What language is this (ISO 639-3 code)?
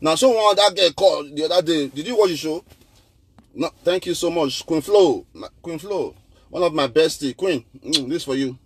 pcm